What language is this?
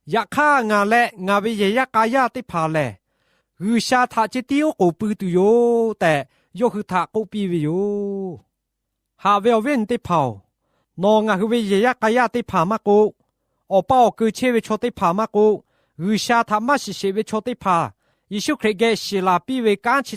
Lahu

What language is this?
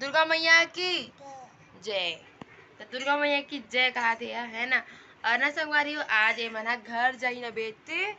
Chhattisgarhi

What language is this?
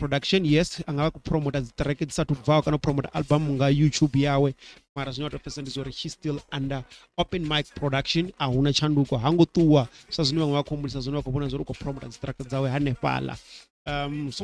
Venda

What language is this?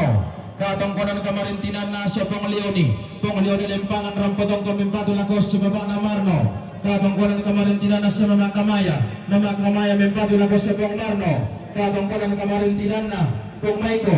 Toraja-Sa'dan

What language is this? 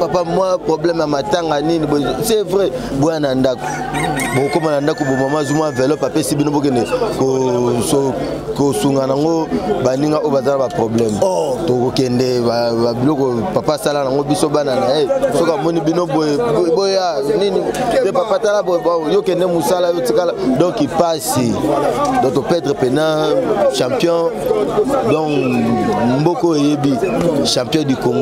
Lingala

